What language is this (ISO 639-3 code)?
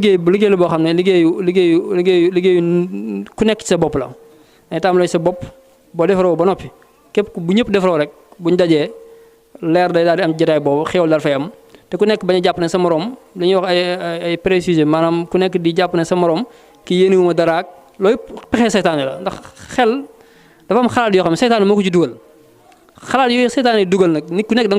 wol